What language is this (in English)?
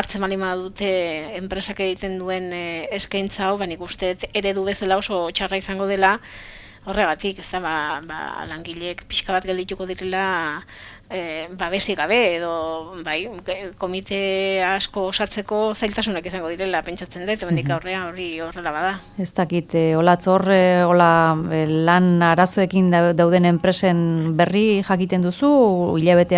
Basque